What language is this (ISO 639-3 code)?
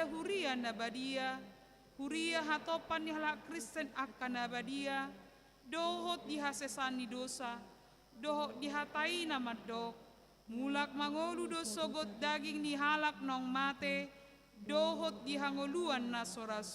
bbc